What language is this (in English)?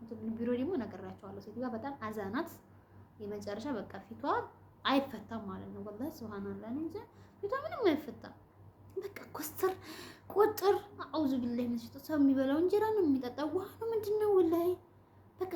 Amharic